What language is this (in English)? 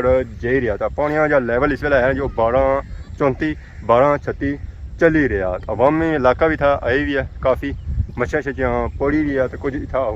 Pahari-Potwari